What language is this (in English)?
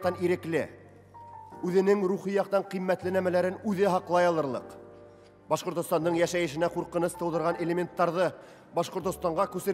Bashkir